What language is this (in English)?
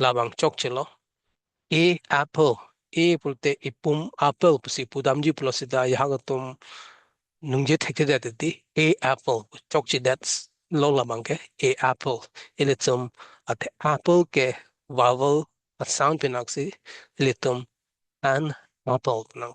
Karbi